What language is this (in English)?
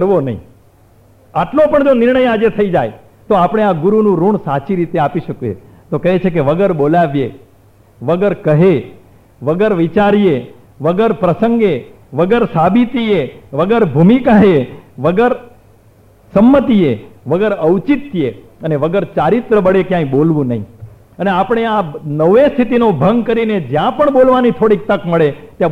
Gujarati